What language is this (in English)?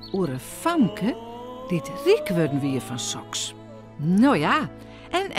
Western Frisian